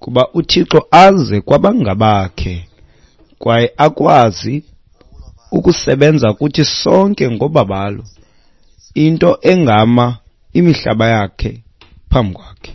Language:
Xhosa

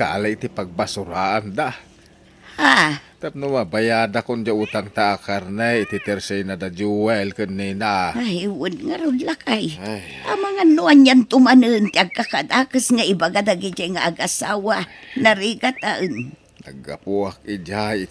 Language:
Iloko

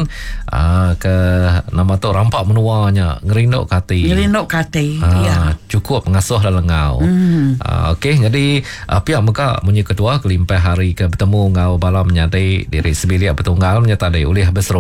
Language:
Iban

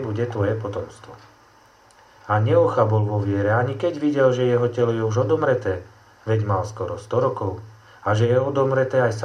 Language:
Slovak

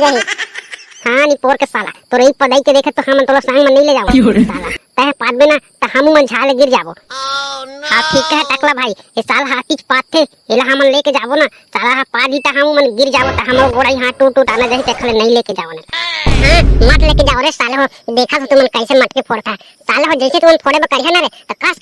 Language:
Chhattisgarhi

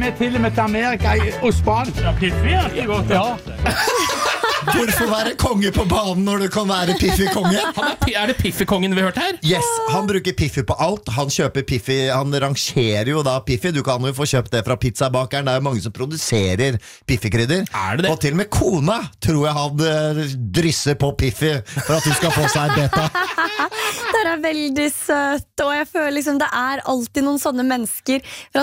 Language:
Norwegian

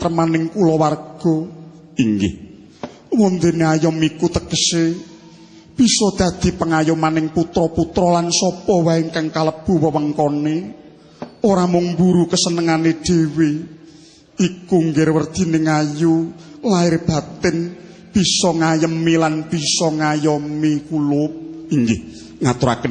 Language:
Javanese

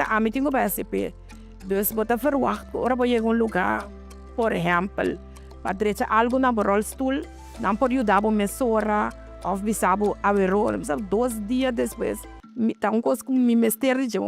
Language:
Papiamento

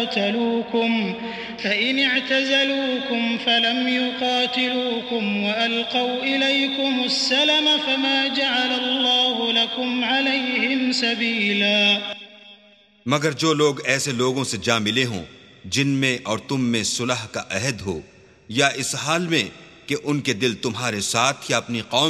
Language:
Urdu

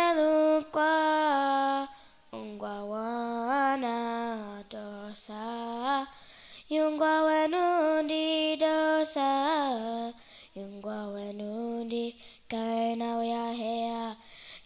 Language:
Mohawk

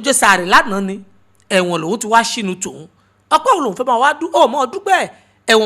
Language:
Yoruba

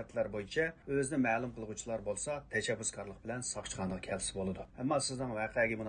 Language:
Uyghur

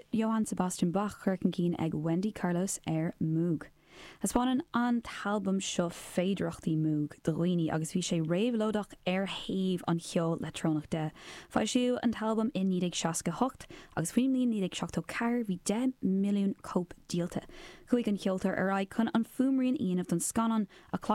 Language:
Irish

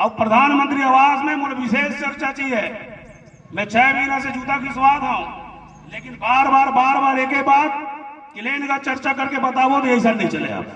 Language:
Chhattisgarhi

